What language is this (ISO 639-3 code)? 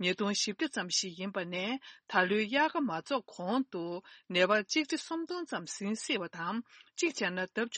bod